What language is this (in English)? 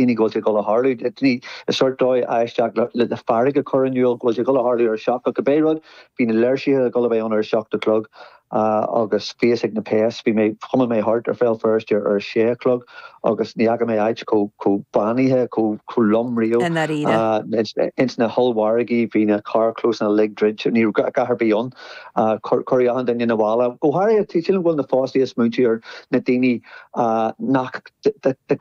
Irish